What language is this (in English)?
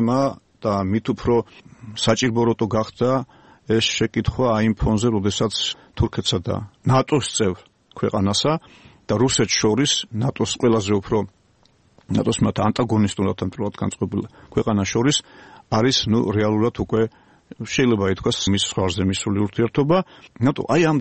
Georgian